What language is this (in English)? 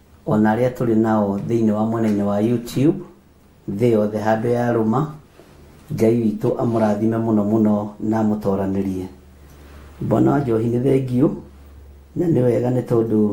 Kikuyu